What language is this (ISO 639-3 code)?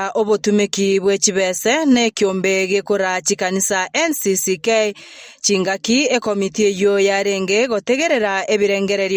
guz